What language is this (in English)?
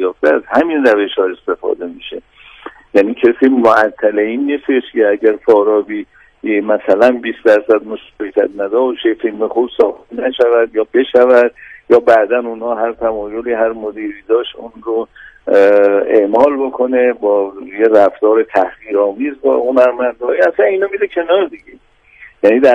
Persian